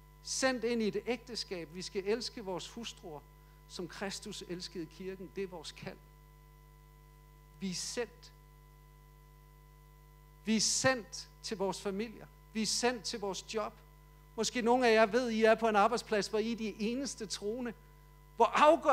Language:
Danish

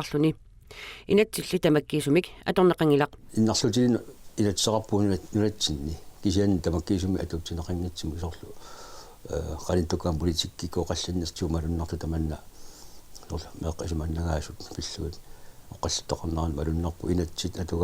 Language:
Kalaallisut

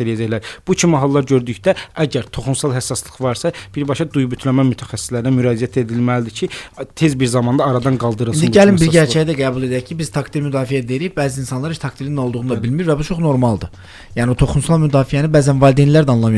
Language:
Azerbaijani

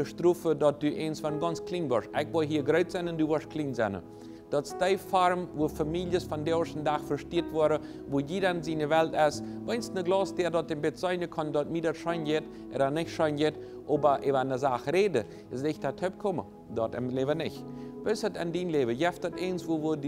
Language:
Plautdietsch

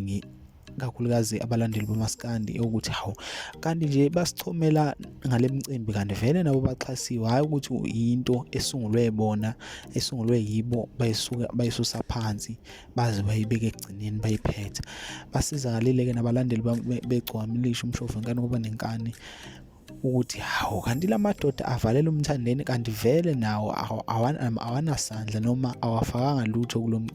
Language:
Zulu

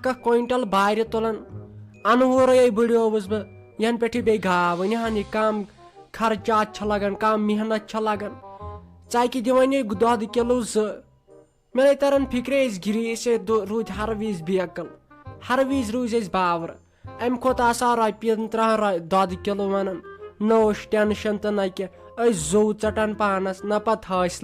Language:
Kashmiri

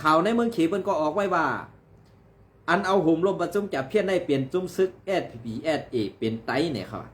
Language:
Shan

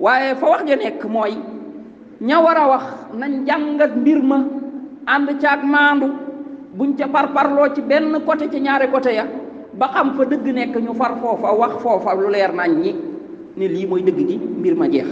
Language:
Wolof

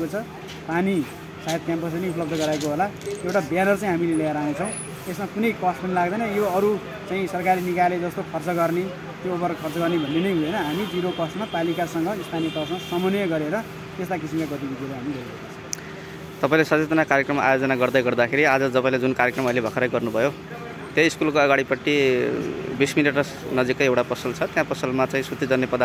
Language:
Nepali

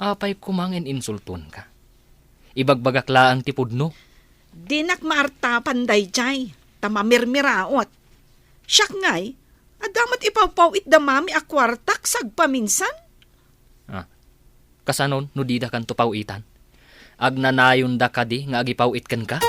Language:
Iloko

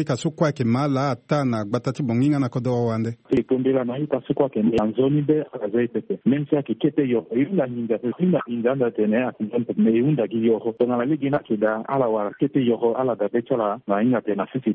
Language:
Sango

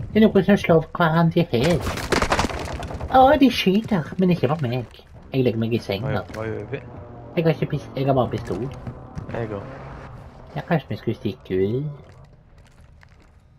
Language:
Norwegian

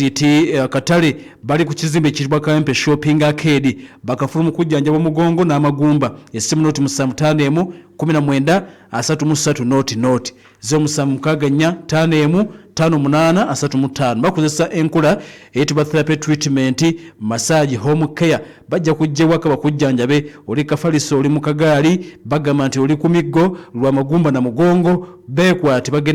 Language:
Ganda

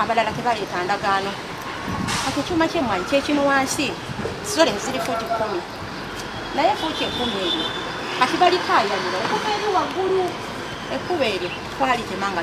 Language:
Ganda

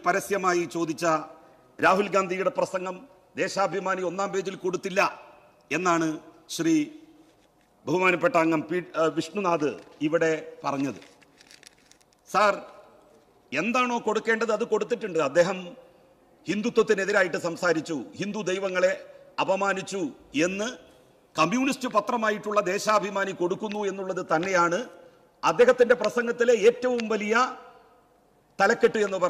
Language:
Malayalam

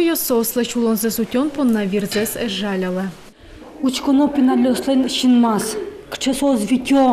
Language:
Udmurt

